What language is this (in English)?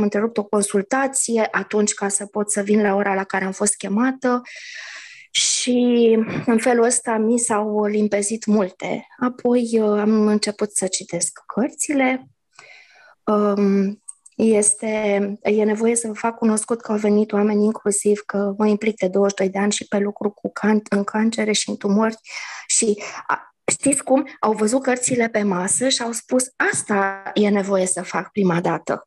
Romanian